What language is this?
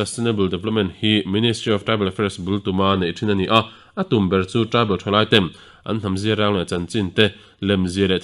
Mizo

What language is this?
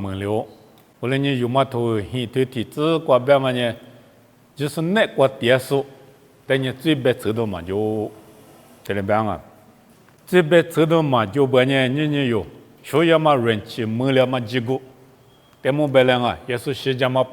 Lisu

